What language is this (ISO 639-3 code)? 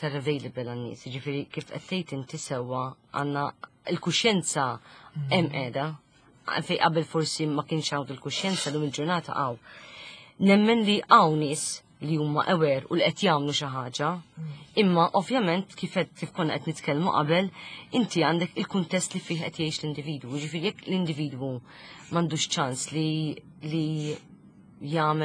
mlt